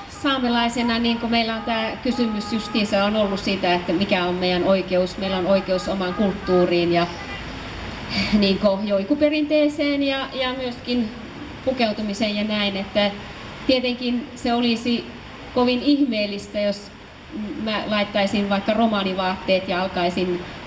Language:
Finnish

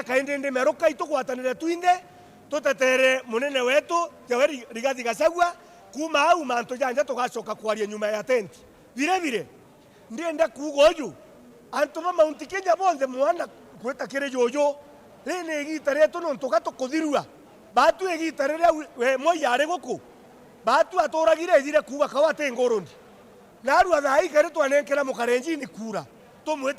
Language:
Meru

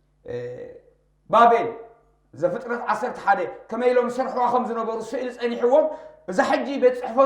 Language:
Tigrinya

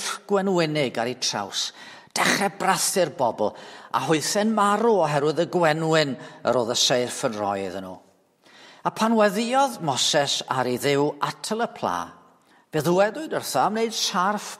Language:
Welsh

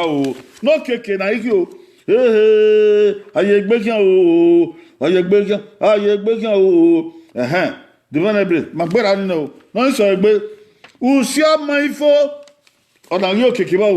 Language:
Bini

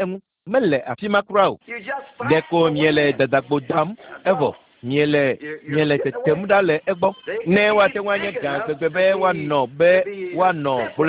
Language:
Ewe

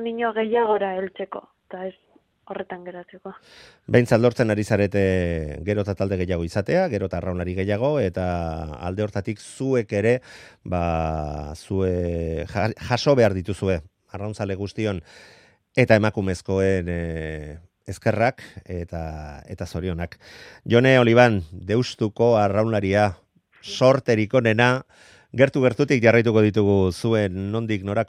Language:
Basque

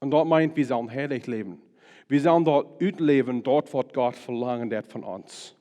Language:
Plautdietsch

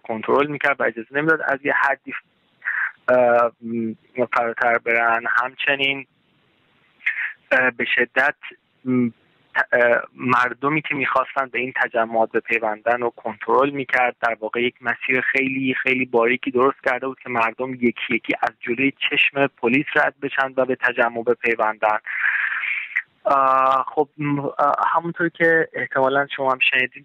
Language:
Persian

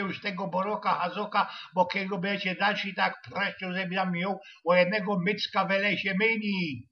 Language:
Silesian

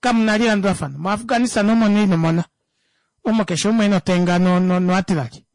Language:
Kuanyama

